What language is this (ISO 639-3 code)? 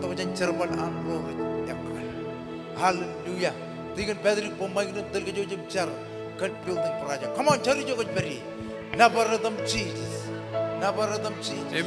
mah